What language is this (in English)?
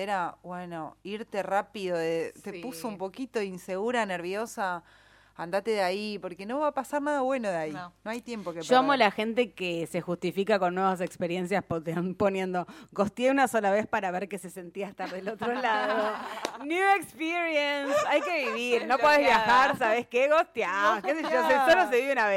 Spanish